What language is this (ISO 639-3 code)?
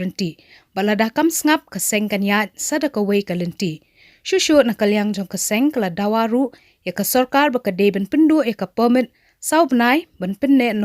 kha